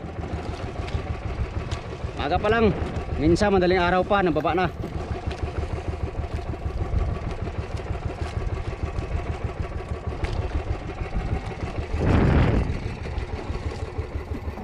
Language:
Filipino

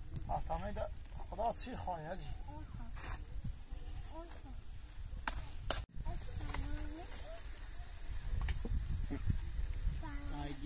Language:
Persian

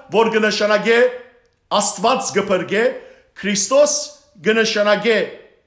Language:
Western Armenian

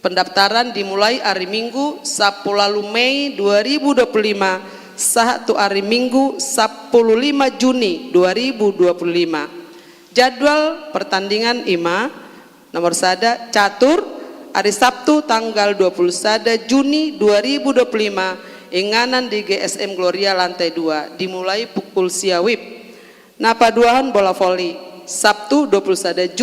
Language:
Batak Toba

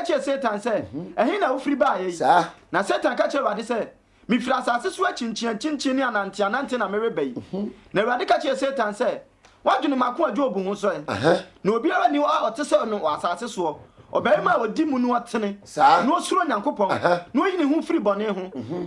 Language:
Akan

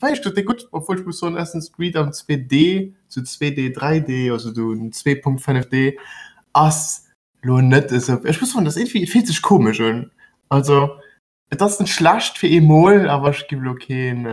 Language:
Luxembourgish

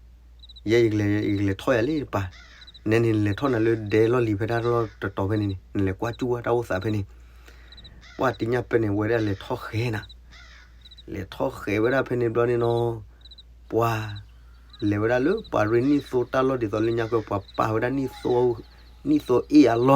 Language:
S'gaw Karen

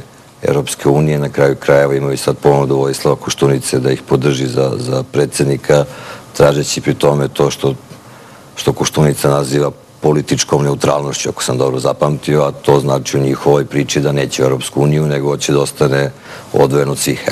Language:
Serbian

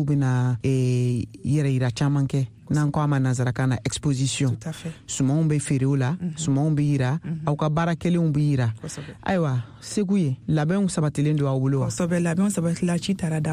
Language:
Bambara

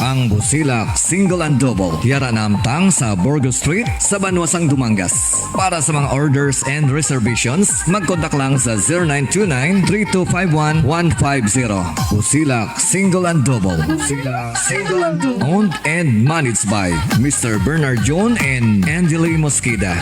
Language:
Hiligaynon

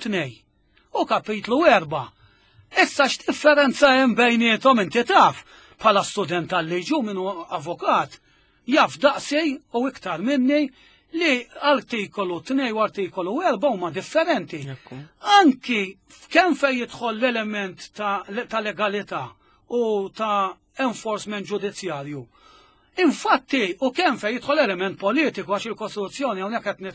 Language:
Maltese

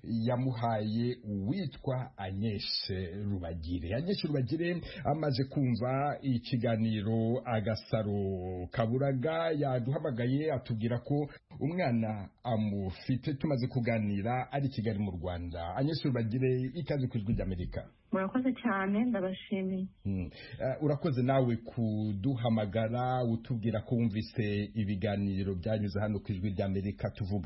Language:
Kinyarwanda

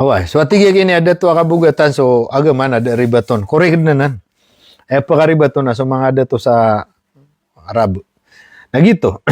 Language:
Maranao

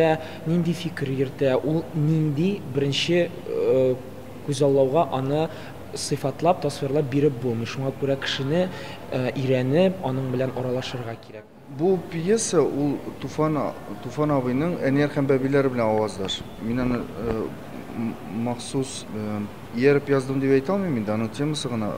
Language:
Tatar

